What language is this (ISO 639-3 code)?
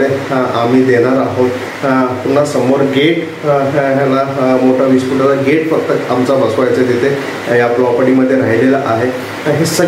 mar